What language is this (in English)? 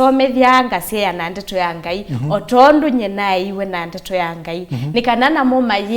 Kamba